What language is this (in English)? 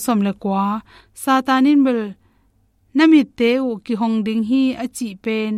Tedim Chin